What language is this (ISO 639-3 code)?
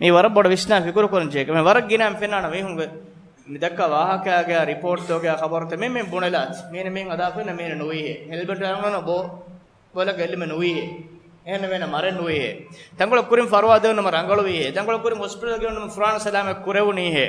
div